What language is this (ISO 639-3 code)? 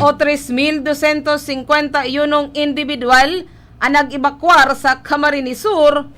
bik